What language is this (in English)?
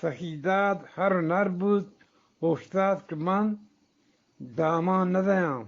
Eastern Balochi